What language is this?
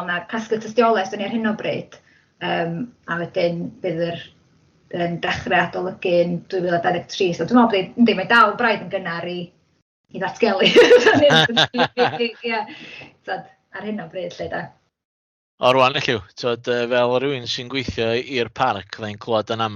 Welsh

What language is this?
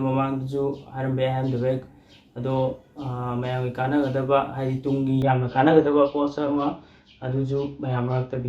Manipuri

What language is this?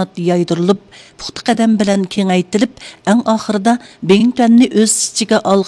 Uyghur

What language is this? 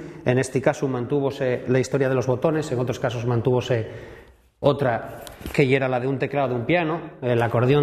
Asturian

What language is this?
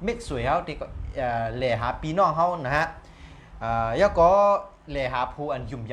Shan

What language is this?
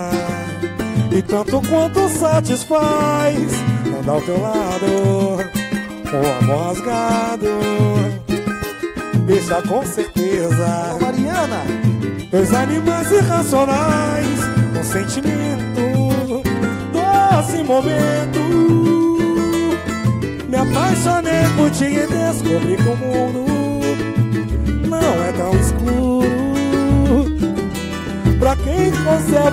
Portuguese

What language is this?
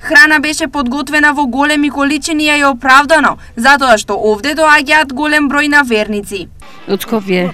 Macedonian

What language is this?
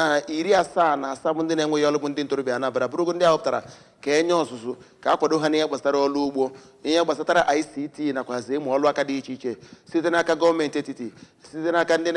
Igbo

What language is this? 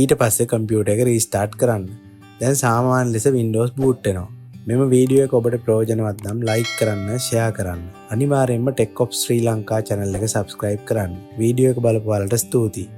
Sinhala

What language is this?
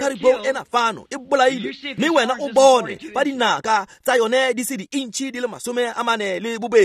Tswana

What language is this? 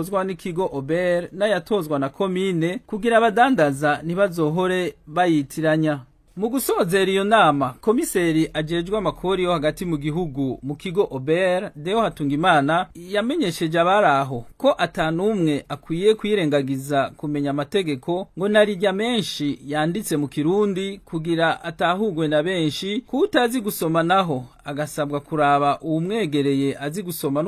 Rundi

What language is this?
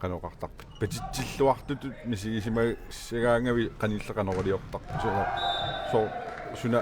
Kalaallisut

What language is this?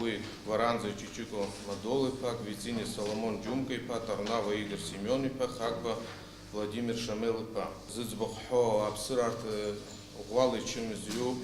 Abkhazian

